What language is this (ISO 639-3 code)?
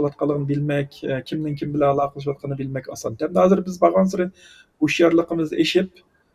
uig